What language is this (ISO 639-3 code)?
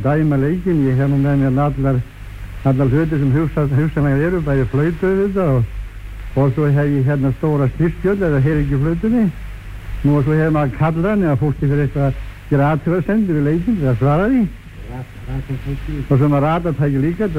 isl